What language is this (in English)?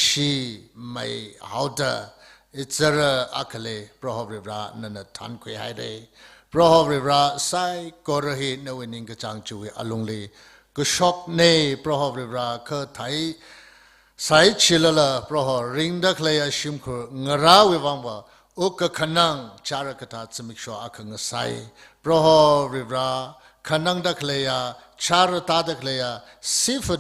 Tangkhul Naga (India)